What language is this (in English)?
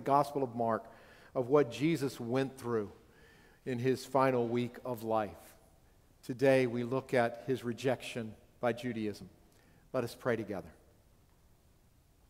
English